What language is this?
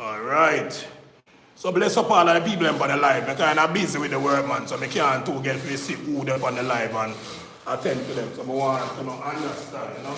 Jamaican Creole English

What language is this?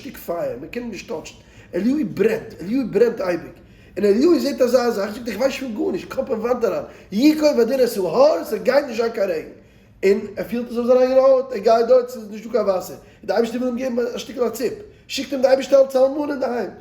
Yiddish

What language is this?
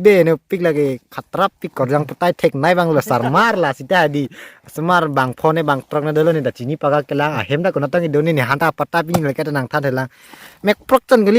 Karbi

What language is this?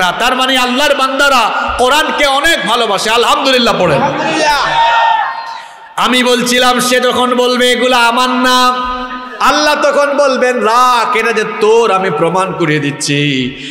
Bangla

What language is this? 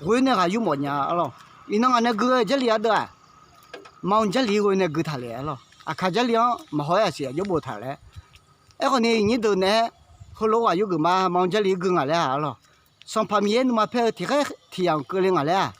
Akha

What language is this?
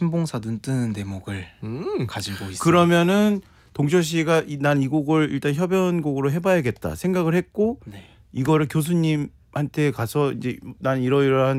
Korean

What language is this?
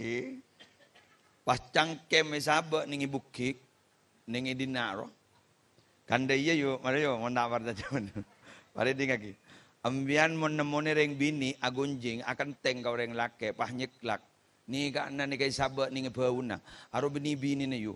Madurese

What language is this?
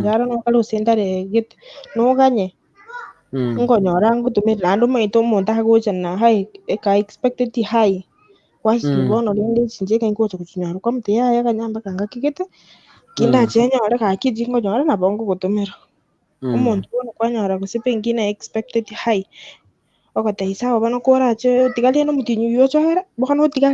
Gusii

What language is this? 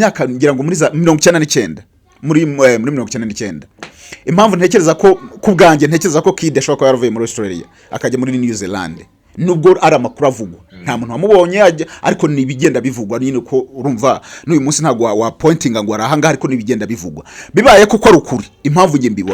Kinyarwanda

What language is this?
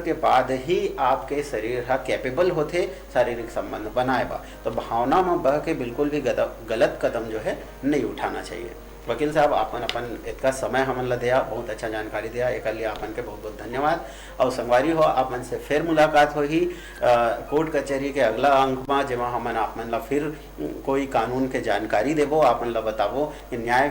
Chhattisgarhi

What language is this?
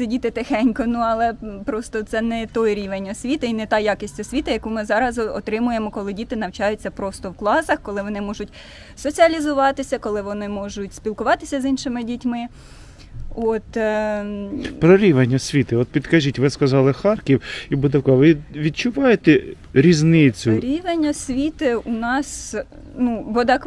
Ukrainian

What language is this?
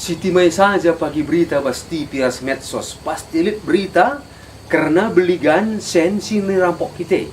Batak Karo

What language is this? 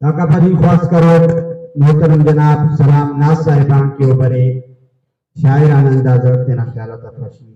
Brahui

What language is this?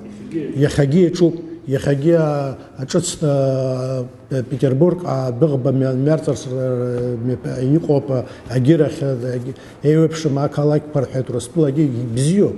Abkhazian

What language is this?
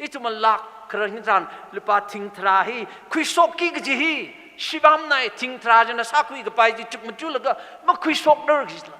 Tangkhul Naga (India)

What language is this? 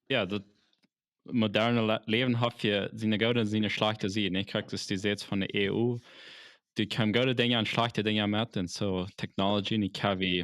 Plautdietsch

